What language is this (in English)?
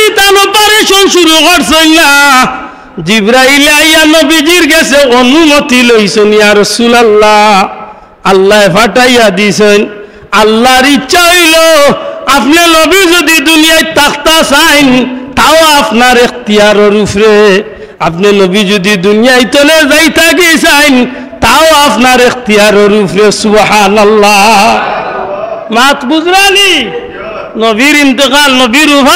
Sylheti